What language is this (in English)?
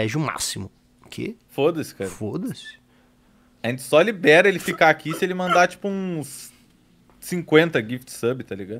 Portuguese